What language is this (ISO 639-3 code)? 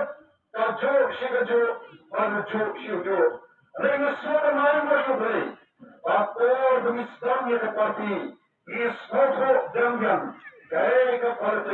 kha